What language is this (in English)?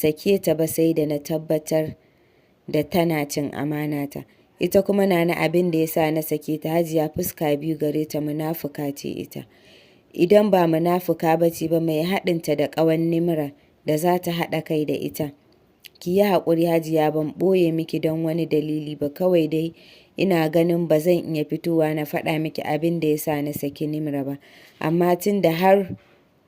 Hausa